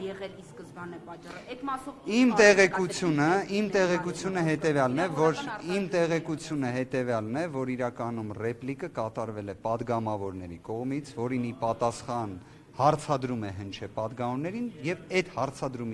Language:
Armenian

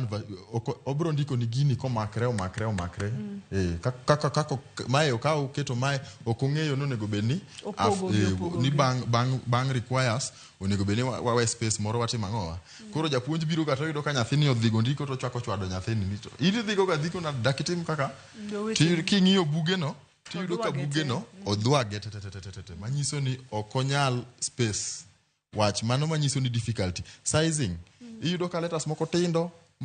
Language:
Luo (Kenya and Tanzania)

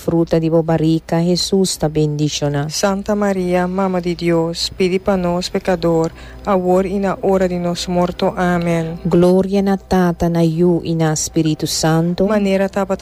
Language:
Papiamento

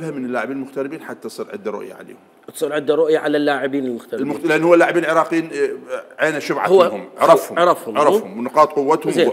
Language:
Mesopotamian Arabic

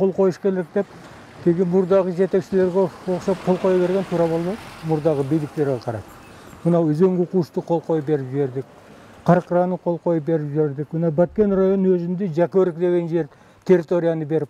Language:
Kyrgyz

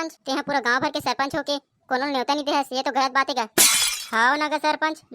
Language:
Chhattisgarhi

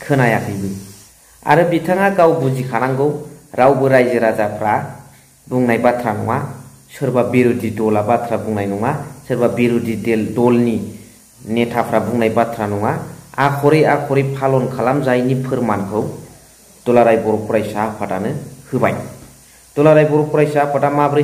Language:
Bodo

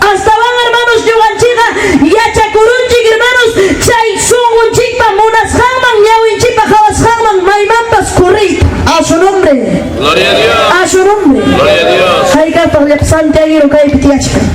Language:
Ayacucho Quechua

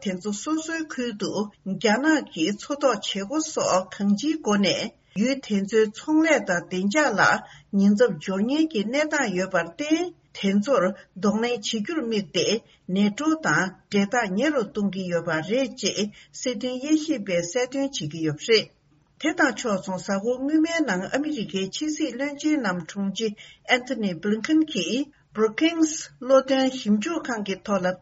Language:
Tibetan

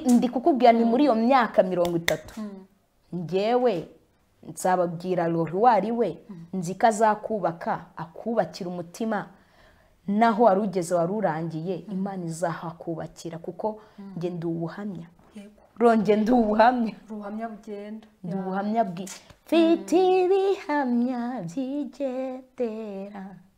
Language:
Kinyarwanda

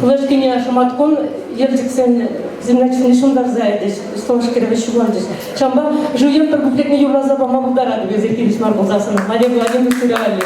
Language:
Chuvash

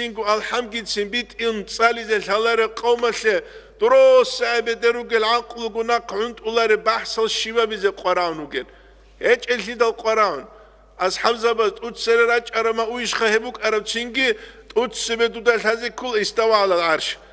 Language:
Avaric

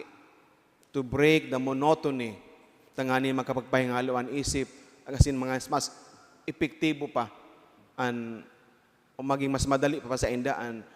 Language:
Bikol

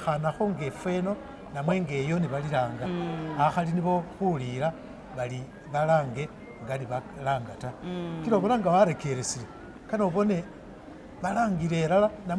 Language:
Masaaba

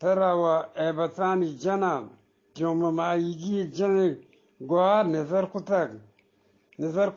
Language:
Eastern Balochi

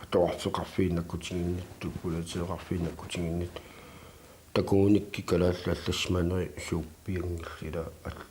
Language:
Kalaallisut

